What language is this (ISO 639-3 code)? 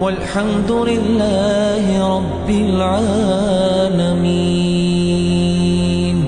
inh